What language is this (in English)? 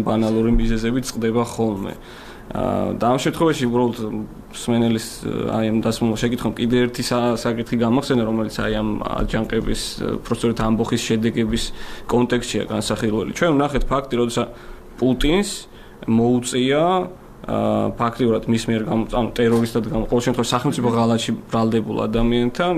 Georgian